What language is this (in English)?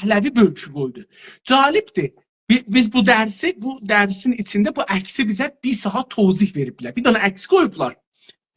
South Azerbaijani